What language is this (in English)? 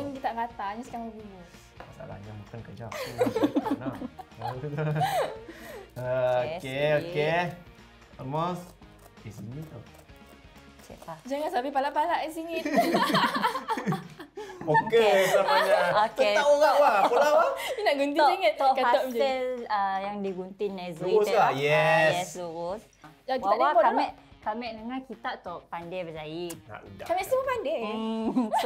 Malay